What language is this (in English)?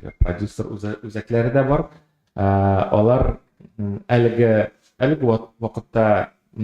Tatar